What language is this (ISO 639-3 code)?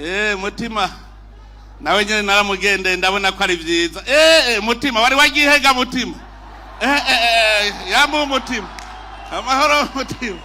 run